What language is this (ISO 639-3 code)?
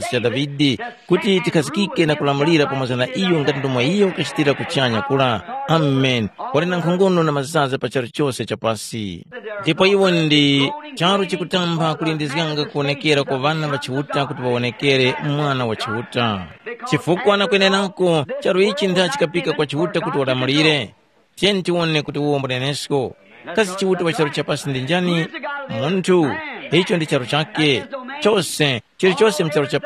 tum